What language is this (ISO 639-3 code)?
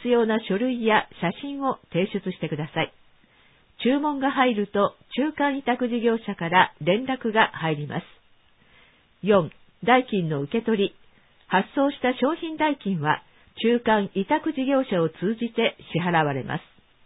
jpn